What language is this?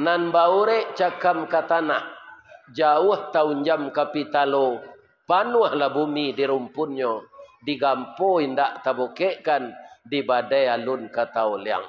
Minangkabau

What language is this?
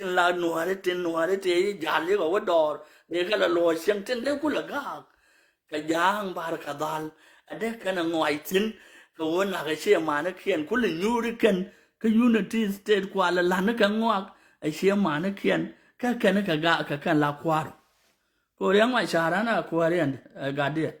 Nuer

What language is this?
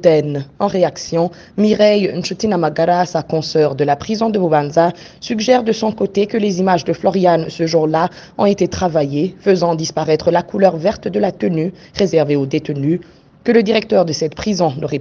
French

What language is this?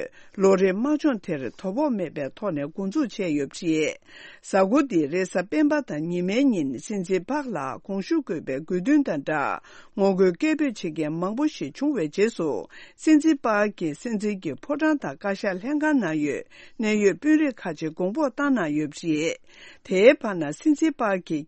Tibetan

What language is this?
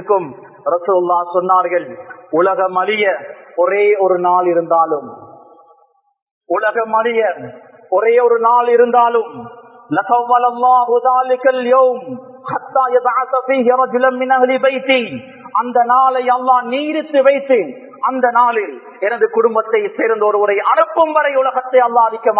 Tamil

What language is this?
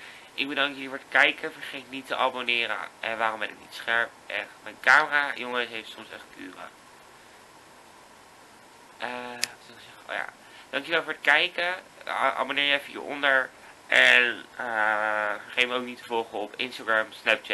Dutch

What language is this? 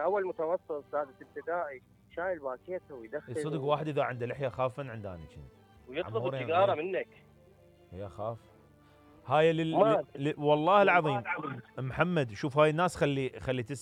Mesopotamian Arabic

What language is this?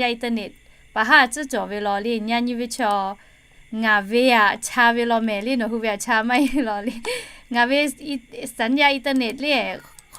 Lahu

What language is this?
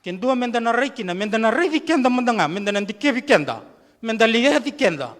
Fijian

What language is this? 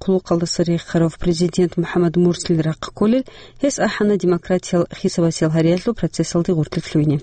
Avaric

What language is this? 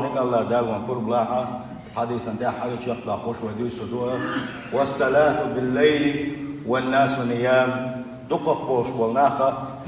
Chechen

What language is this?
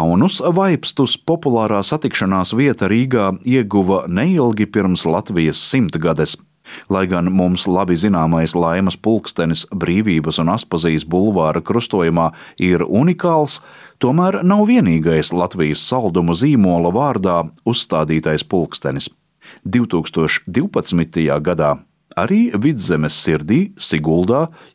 Latvian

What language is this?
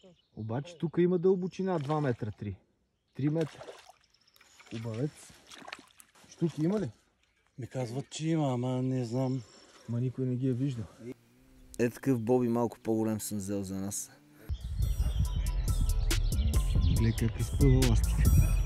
Bulgarian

